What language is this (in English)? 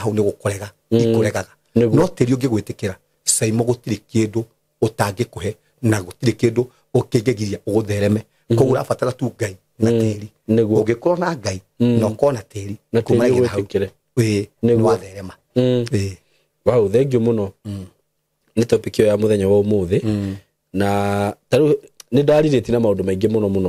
Kikuyu